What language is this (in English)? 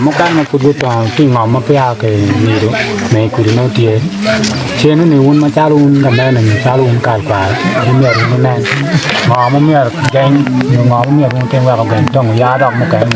Acoli